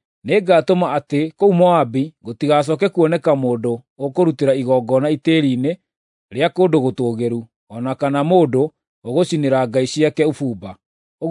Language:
Kikuyu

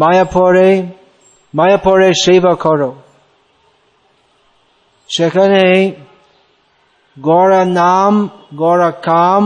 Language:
Bangla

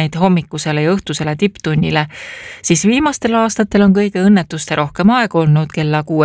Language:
Estonian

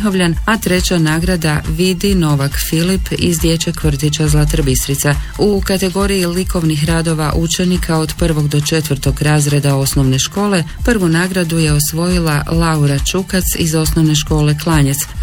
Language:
Croatian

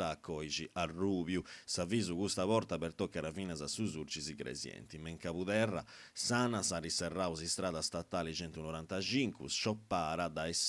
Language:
Sardinian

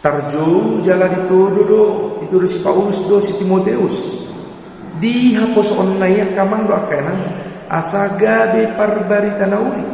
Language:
Batak Toba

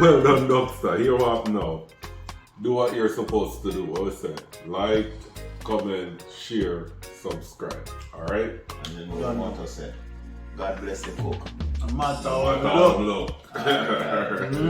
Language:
Jamaican Creole English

